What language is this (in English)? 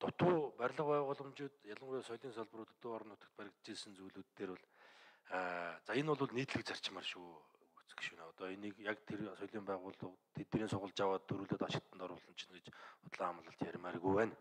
Mongolian